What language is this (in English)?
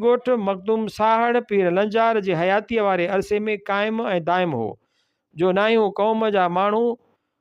Sindhi